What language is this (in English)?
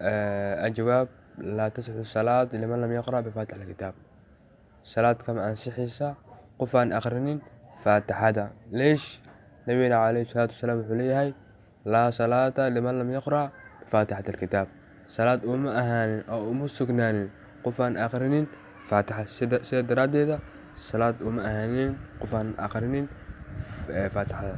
Somali